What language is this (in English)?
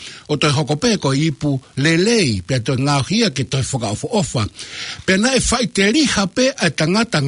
Tongan